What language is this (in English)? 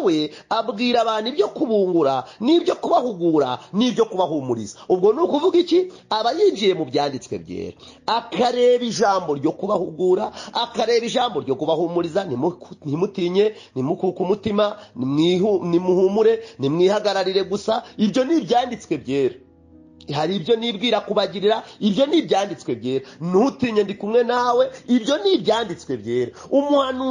Kinyarwanda